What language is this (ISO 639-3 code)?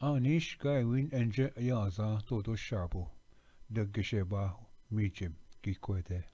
oji